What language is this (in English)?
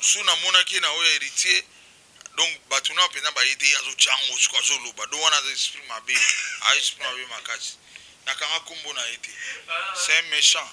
Lingala